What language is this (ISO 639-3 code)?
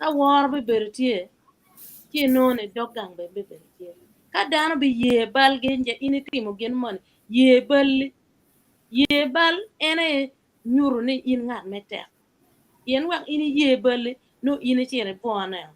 ach